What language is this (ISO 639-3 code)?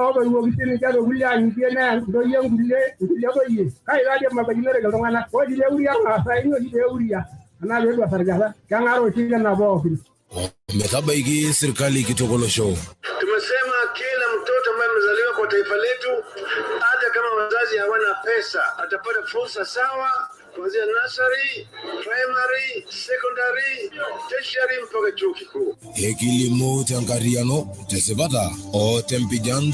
mas